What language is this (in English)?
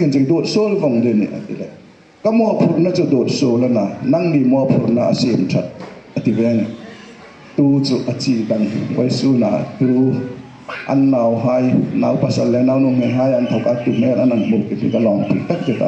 Hmar